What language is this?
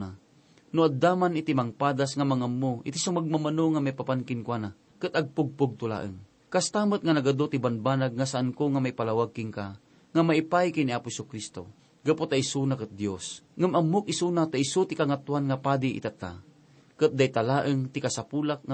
Iloko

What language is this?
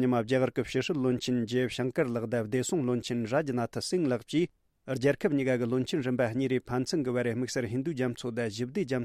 Tibetan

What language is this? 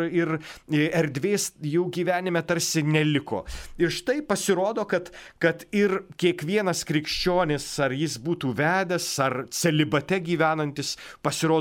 Lithuanian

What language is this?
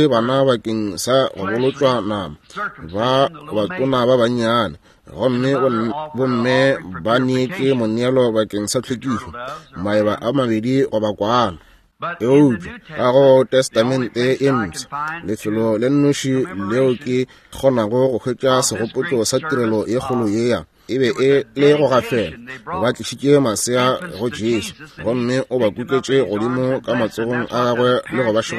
Northern Sotho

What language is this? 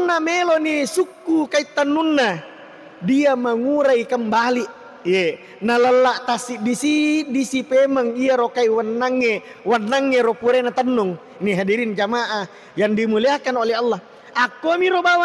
Buginese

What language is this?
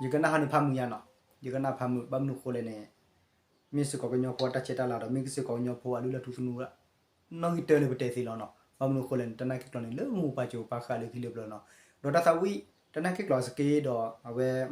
S'gaw Karen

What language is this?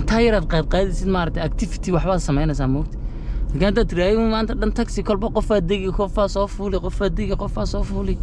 Somali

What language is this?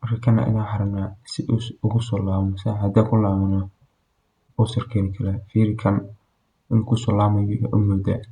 Somali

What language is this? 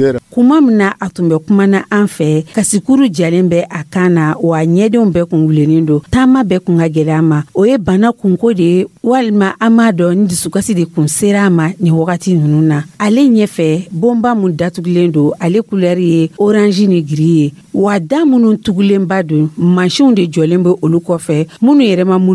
Dyula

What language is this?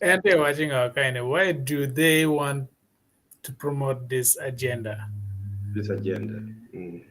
Acoli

